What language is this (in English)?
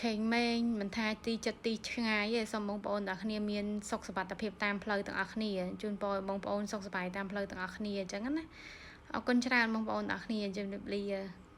Khmer